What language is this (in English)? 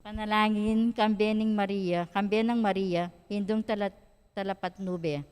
Pampanga